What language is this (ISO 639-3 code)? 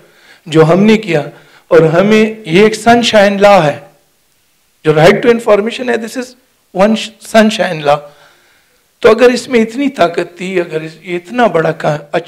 urd